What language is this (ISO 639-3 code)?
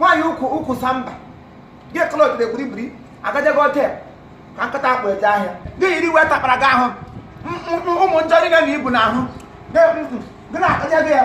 ibo